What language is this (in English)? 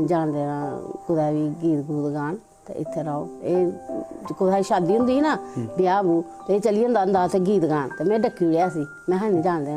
Dogri